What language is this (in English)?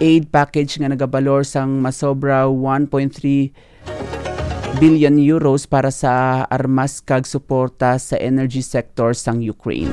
Hiligaynon